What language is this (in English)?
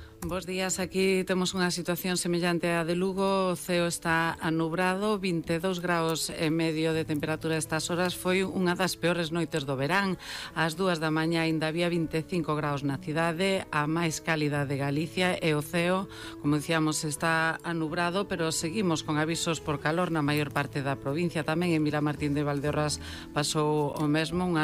Galician